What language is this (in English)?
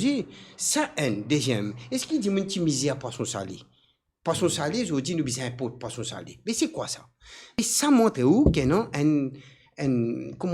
Morisyen